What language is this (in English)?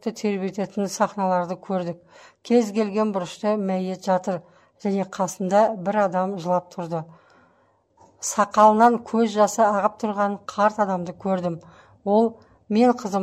Kazakh